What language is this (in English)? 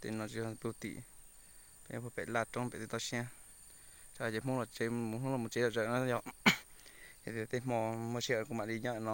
Hmong